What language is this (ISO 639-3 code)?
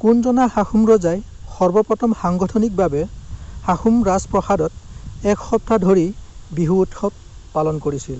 asm